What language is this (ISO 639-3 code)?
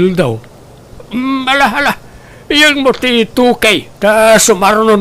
ilo